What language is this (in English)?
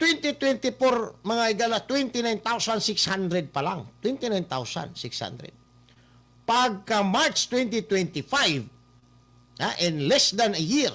Cebuano